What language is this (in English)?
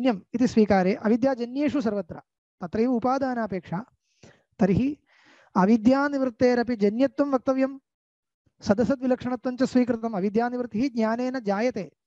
Sanskrit